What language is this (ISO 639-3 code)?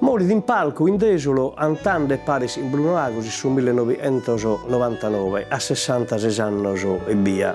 srd